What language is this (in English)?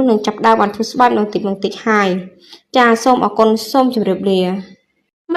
Khmer